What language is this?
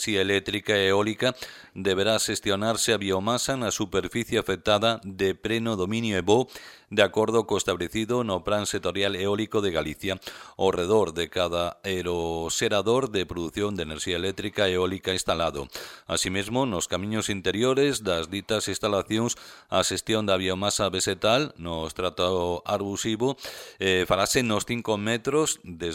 Galician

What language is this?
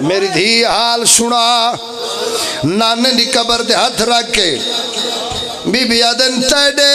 Pahari-Potwari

